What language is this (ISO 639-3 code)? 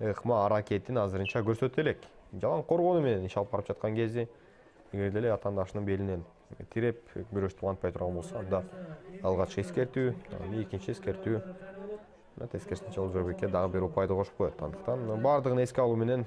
kir